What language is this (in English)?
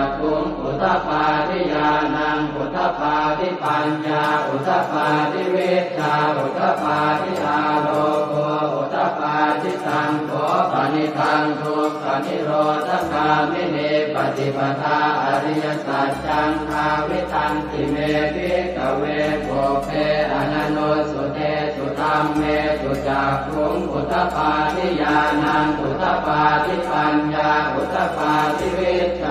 Pali